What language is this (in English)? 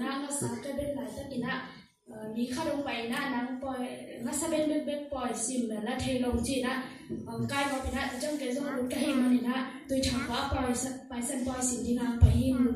Tedim Chin